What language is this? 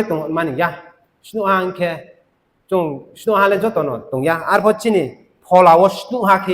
Riang (India)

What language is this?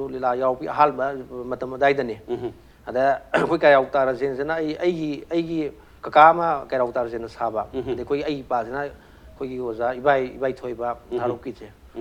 Manipuri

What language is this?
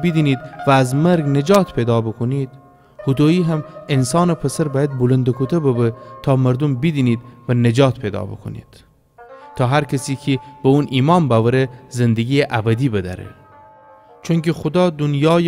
Gilaki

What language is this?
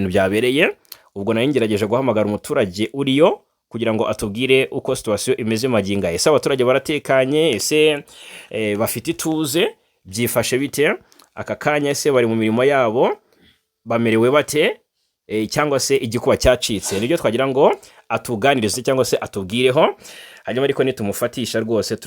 Kinyarwanda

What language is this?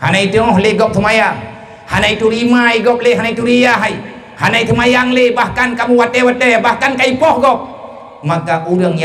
Achinese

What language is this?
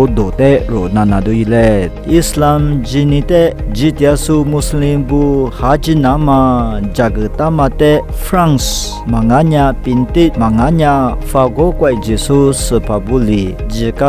Lisu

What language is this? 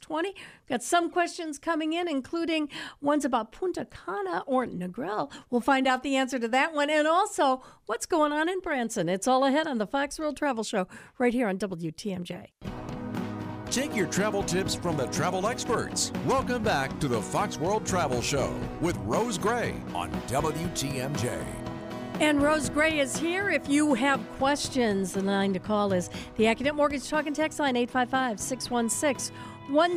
English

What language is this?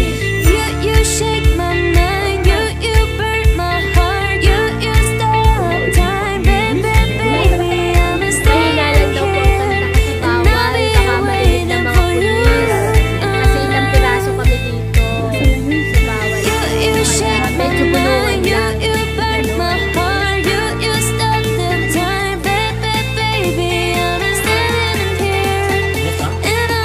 Filipino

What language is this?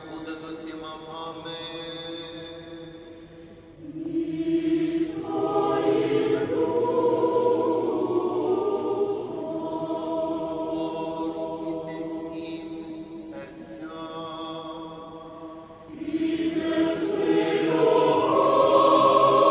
Ukrainian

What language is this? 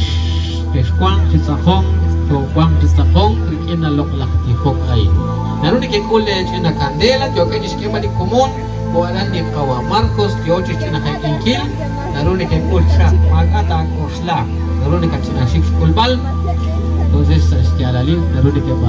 Kekchí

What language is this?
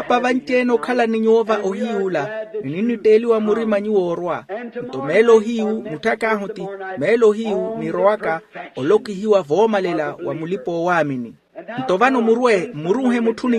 Makhuwa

